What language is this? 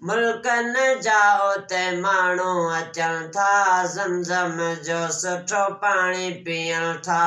Sindhi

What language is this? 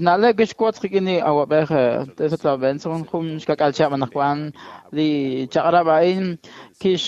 Kekchí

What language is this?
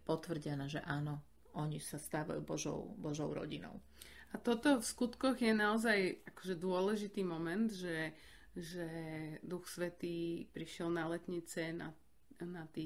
Slovak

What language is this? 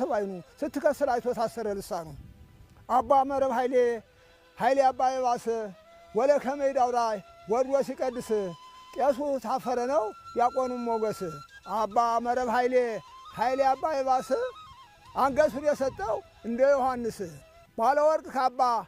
Amharic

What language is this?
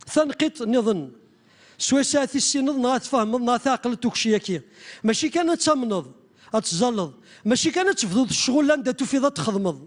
Kabyle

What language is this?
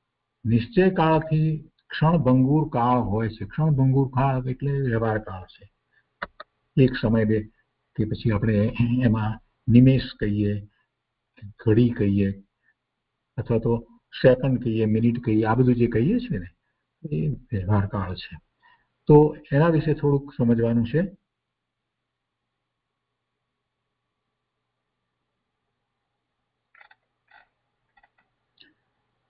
Gujarati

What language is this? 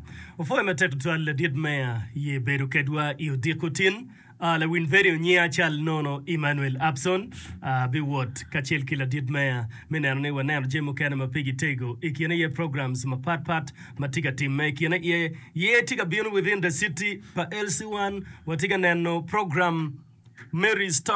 Acoli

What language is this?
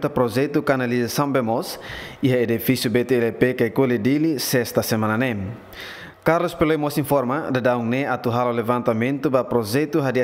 Tetum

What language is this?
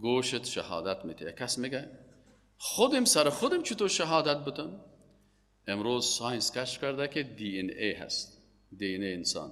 Persian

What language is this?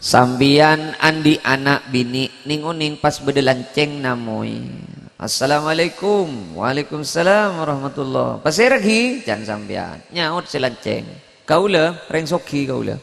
Madurese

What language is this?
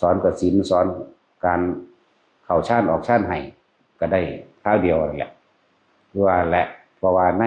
Northeastern Thai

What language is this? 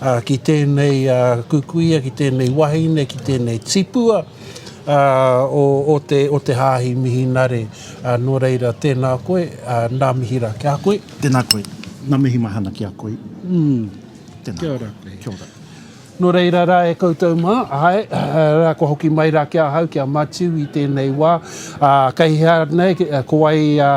Māori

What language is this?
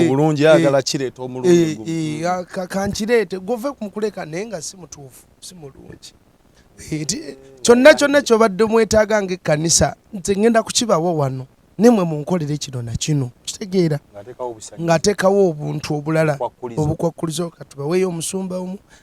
Ganda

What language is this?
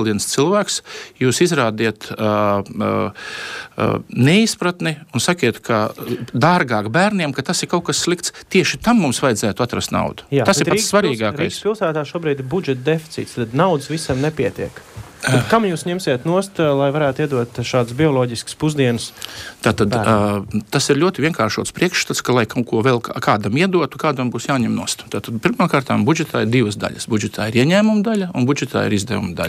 Latvian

